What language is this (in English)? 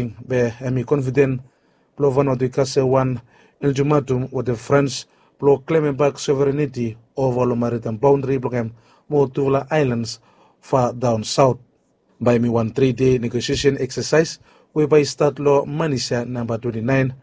Bislama